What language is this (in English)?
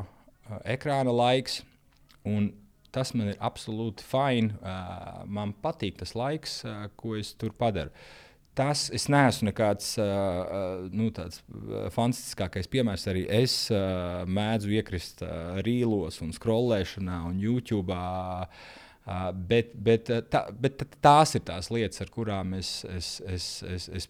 Latvian